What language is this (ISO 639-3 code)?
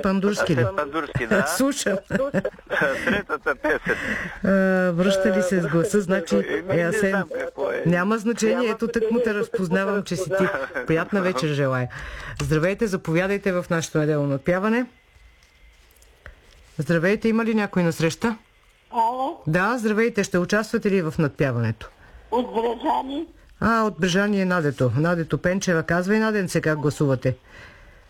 bul